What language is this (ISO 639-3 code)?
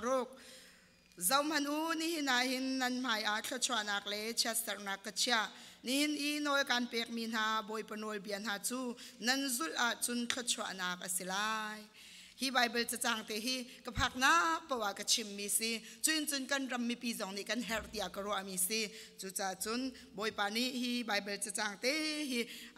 cnh